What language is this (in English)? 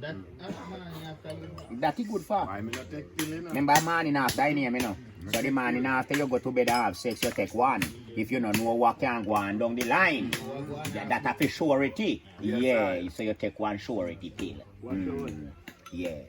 Jamaican Creole English